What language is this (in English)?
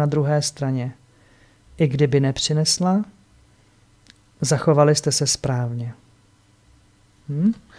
Czech